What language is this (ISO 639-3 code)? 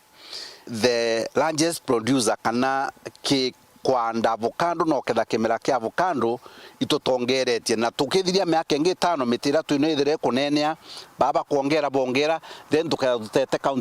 mer